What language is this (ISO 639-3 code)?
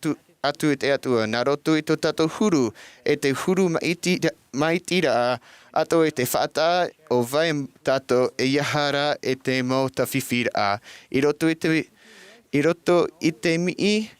tah